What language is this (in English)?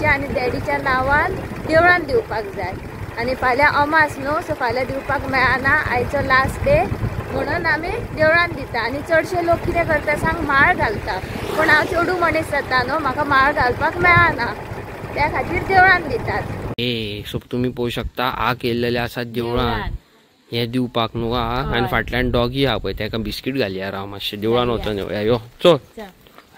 Konkani